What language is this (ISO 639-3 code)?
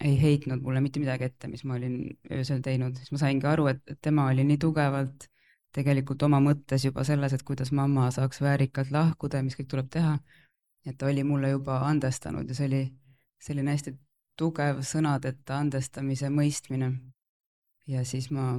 est